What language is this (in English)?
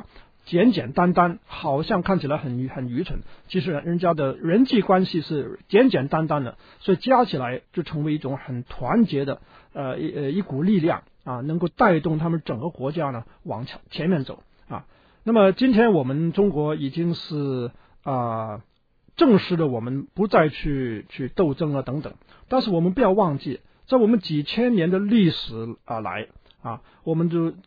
Chinese